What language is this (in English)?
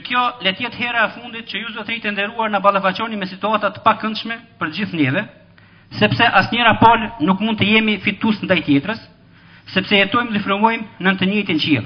Albanian